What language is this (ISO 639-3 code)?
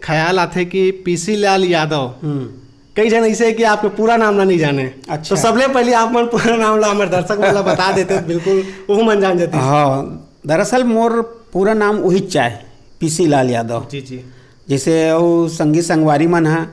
hne